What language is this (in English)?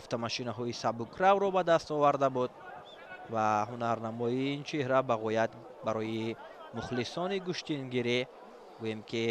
Tajik